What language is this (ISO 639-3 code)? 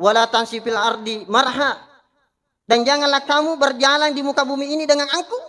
bug